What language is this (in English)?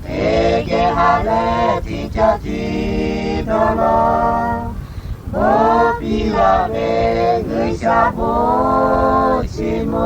Lahu